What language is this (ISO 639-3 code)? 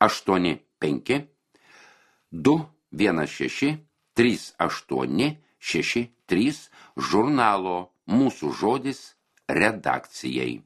lit